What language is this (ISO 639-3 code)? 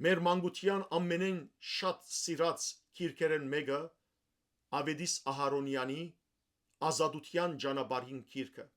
hyw